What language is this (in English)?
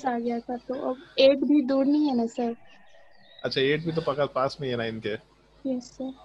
Hindi